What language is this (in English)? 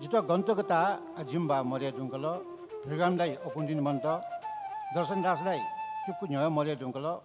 Newari